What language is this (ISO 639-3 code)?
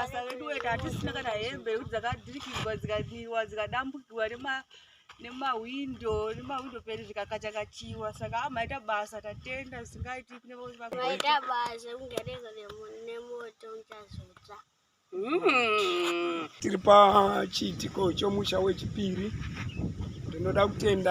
sna